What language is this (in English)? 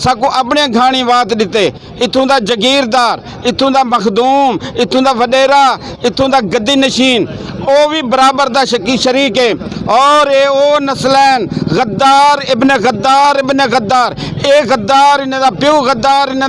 Saraiki